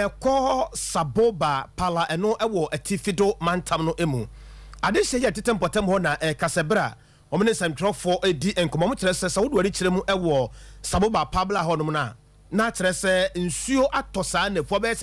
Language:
Akan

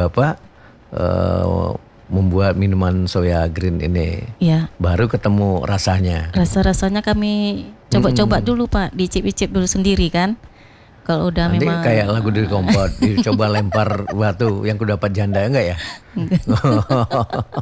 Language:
Indonesian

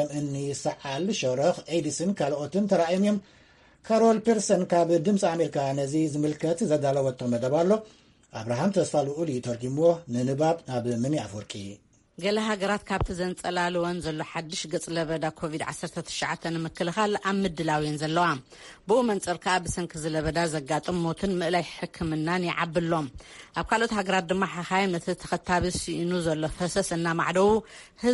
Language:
Tigrinya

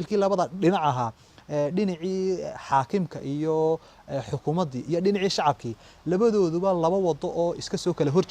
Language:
Somali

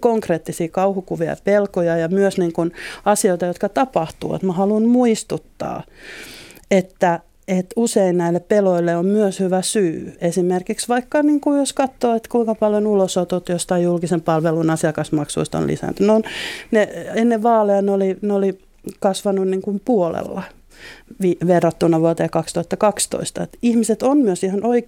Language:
Finnish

